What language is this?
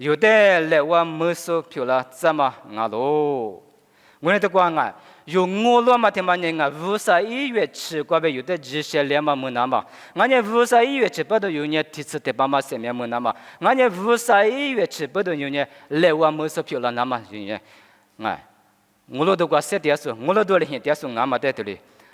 Lisu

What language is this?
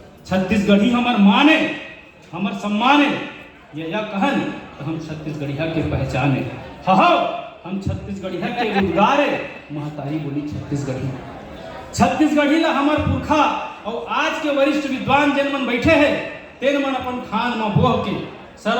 Chhattisgarhi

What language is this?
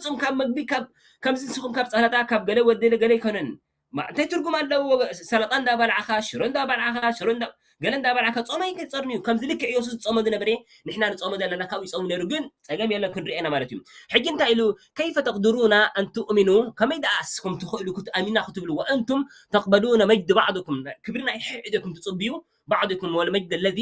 Tigrinya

